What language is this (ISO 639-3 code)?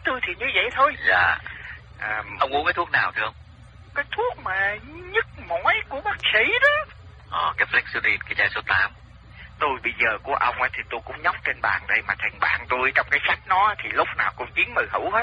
vie